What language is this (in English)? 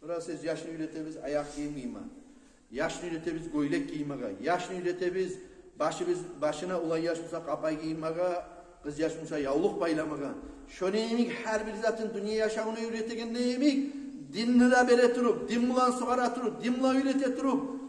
Kumyk